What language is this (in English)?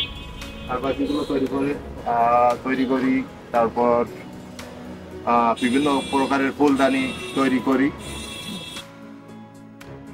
Bangla